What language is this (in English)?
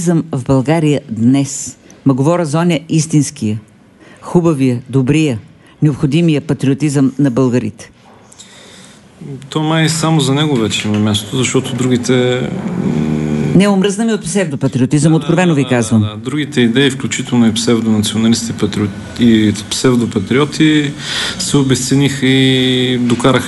Bulgarian